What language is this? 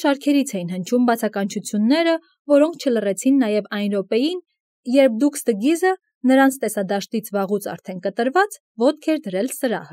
Armenian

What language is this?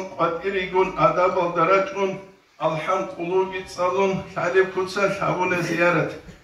Avaric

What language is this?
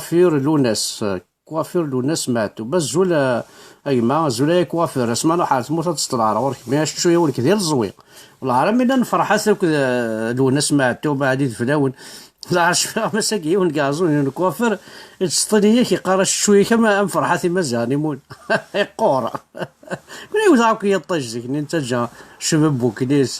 Kabyle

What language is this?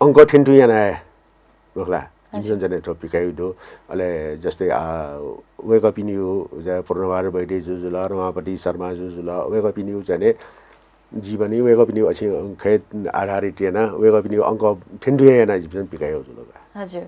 Newari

